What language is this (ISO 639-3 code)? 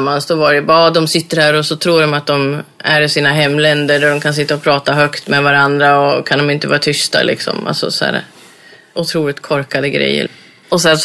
swe